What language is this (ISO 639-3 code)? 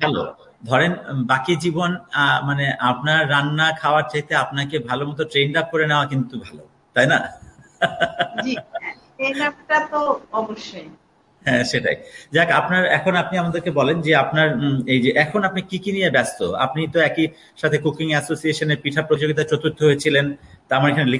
ben